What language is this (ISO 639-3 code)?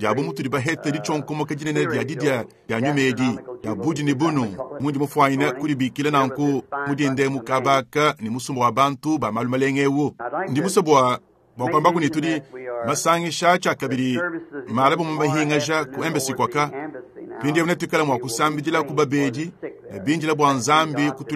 lua